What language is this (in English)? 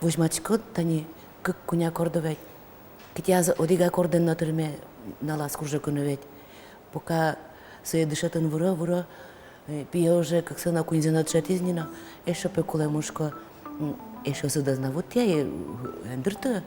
Udmurt